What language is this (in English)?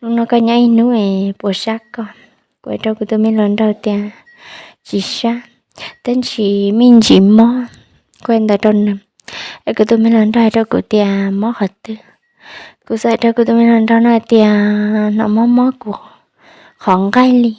Hmong